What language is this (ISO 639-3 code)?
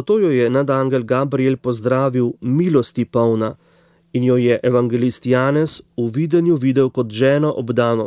slv